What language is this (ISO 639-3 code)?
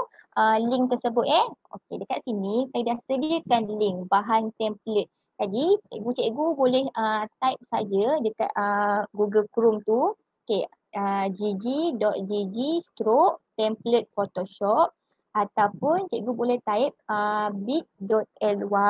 msa